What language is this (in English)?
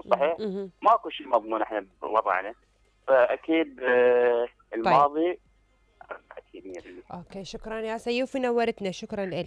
Mesopotamian Arabic